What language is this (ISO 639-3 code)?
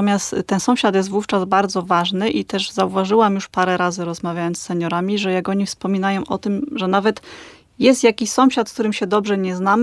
pol